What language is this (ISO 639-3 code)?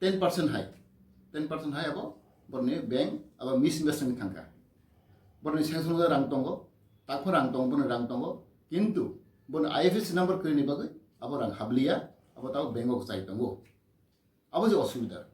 trp